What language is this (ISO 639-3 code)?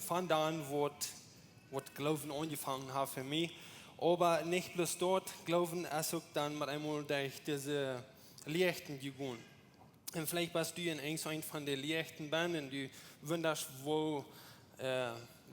pdt